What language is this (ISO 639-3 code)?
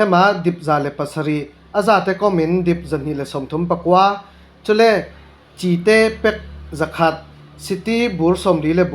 cfm